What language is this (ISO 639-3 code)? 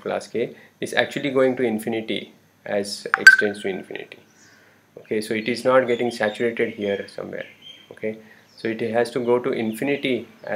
eng